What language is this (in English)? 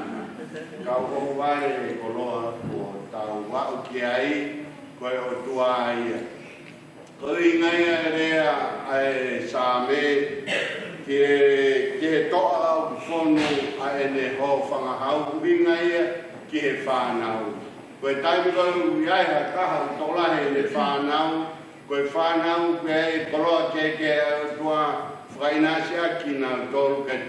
Tongan